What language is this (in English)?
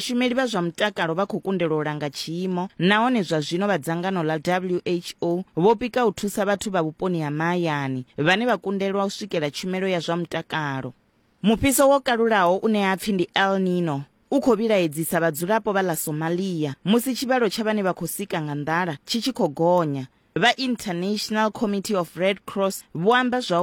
Venda